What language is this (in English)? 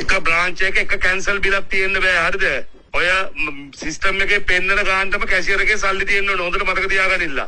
Sinhala